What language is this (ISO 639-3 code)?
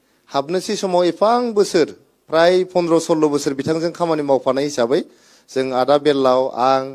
brx